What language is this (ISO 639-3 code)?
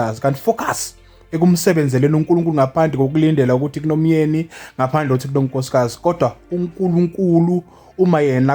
zul